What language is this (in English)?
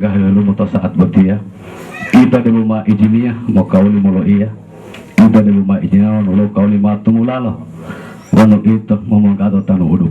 Gorontalo